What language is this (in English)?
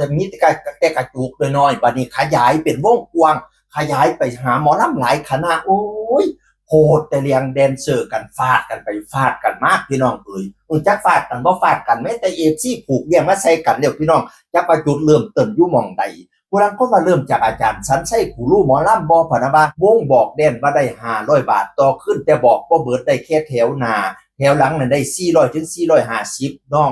Northeastern Thai